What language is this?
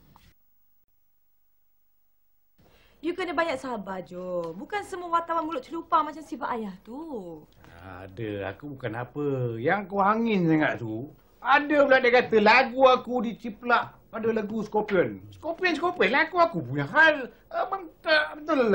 Malay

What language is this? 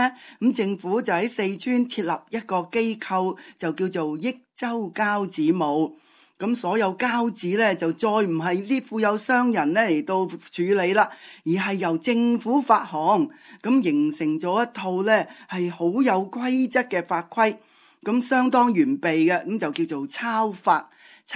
Cantonese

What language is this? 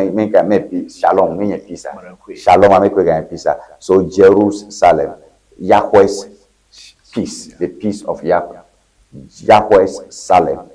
Ewe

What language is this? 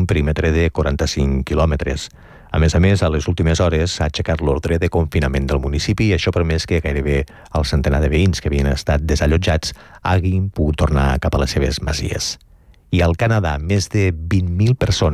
Catalan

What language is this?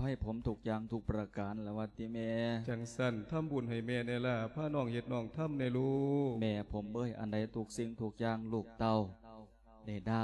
Lao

